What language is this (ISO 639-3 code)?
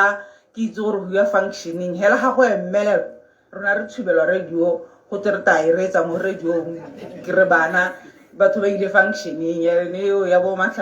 tsn